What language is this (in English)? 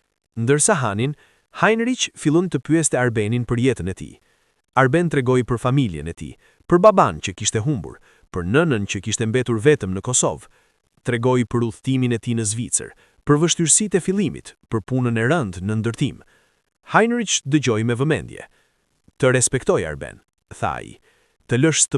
Albanian